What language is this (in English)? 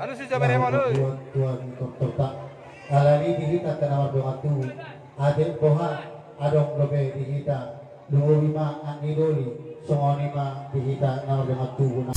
Batak Toba